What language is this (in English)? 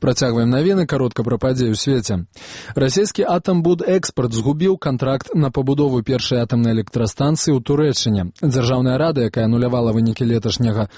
Belarusian